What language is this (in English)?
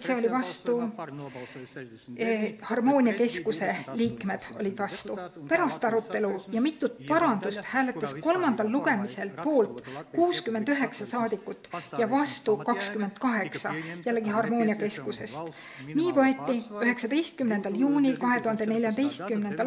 Estonian